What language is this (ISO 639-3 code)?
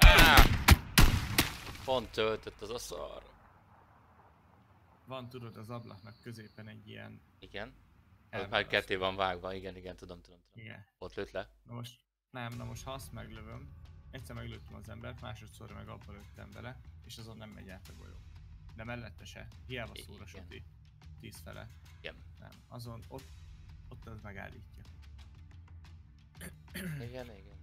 hun